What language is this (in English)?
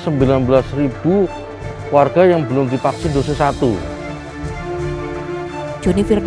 Indonesian